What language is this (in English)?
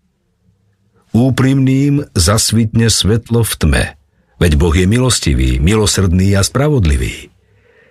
Slovak